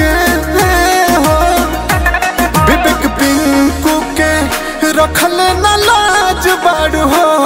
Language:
Bhojpuri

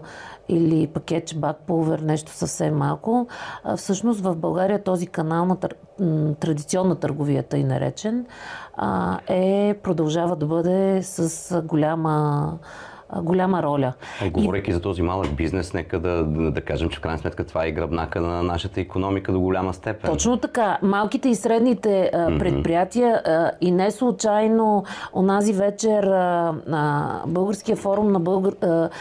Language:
Bulgarian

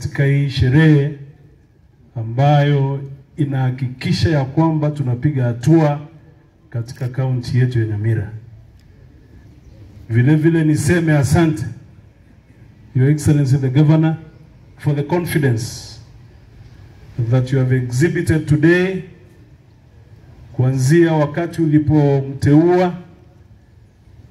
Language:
Swahili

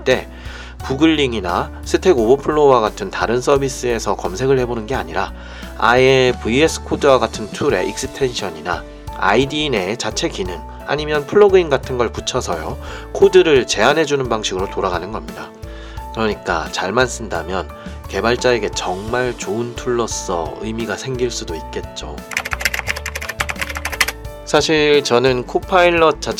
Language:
Korean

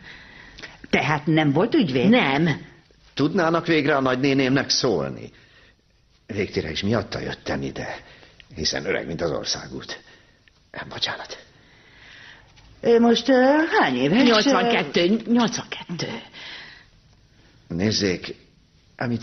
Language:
Hungarian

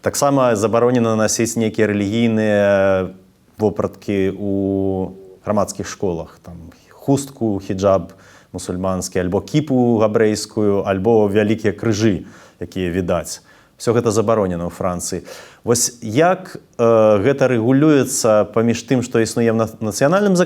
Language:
Belarusian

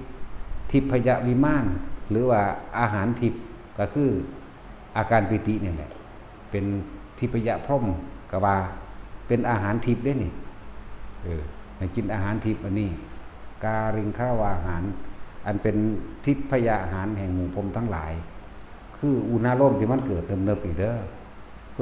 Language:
Northeastern Thai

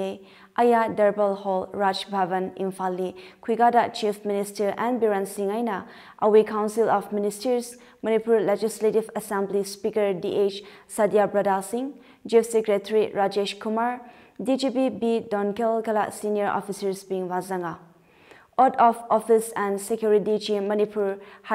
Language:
Tangkhul Naga (India)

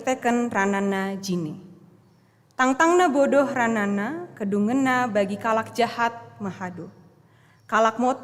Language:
Batak Karo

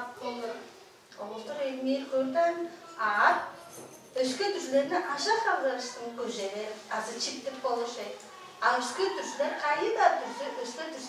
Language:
Tuvinian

